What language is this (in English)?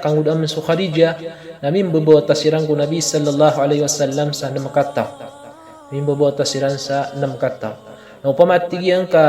Maranao